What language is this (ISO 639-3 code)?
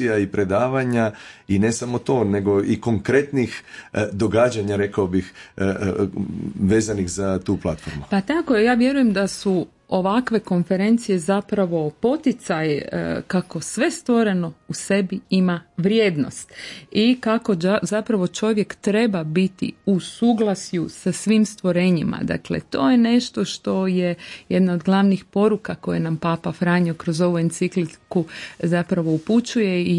hrv